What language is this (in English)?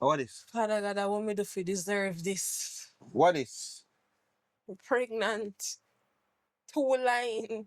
Jamaican Creole English